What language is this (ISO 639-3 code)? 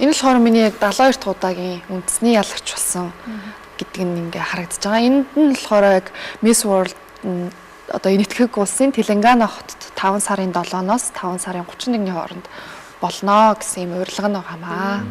mon